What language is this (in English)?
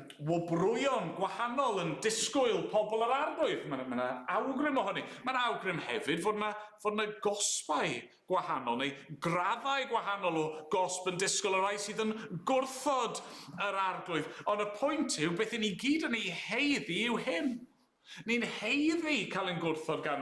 Welsh